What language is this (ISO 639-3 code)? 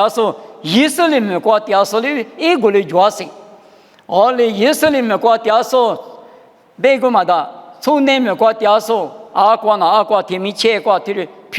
lis